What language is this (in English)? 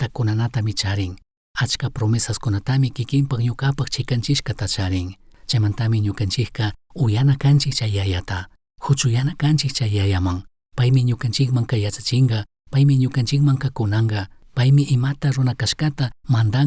Chimborazo Highland Quichua